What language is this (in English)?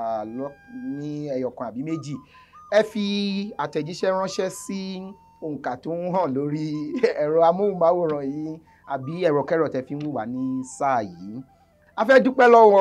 Yoruba